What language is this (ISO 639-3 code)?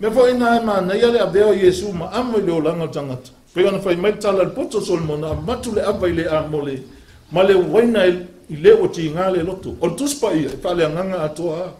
smo